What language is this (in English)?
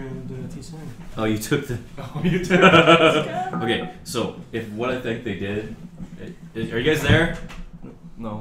English